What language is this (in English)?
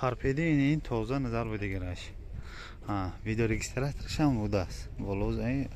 Tajik